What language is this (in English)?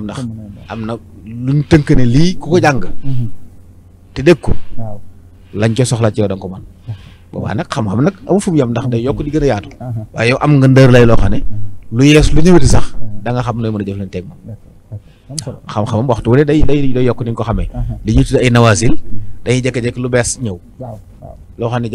Wolof